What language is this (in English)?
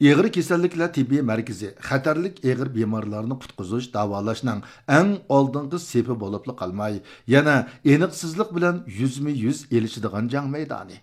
Uyghur